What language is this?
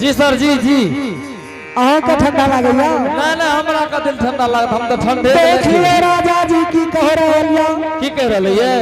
Angika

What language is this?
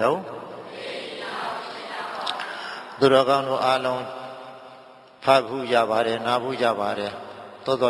Burmese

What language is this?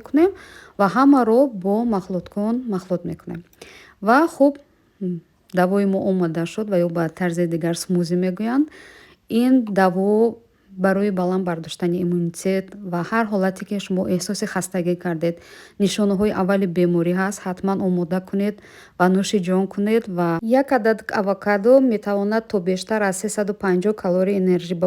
Tajik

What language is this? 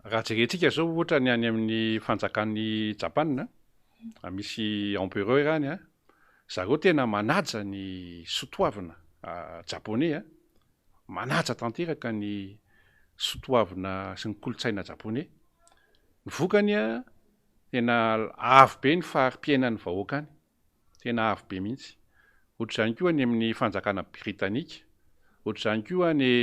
Malagasy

